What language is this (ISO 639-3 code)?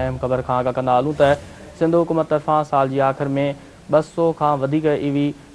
snd